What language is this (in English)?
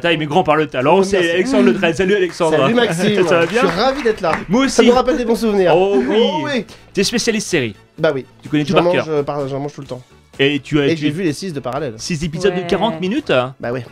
French